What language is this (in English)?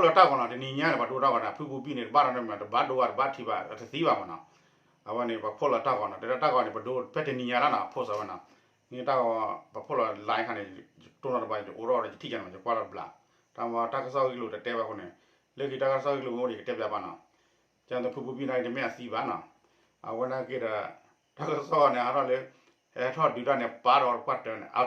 S'gaw Karen